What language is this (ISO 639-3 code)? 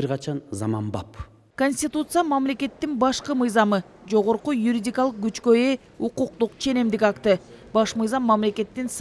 kir